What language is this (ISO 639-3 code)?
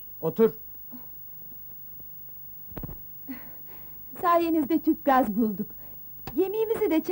tur